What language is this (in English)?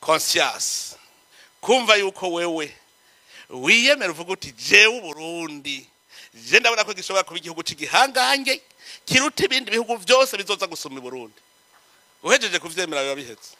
Rundi